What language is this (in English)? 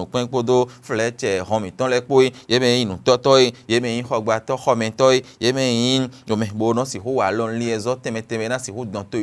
Fon